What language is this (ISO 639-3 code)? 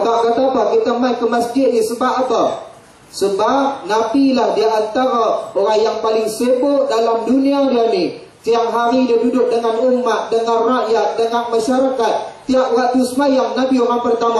msa